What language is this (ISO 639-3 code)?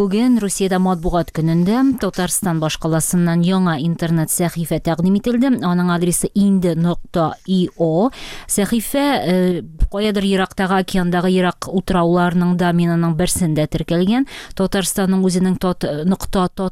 tat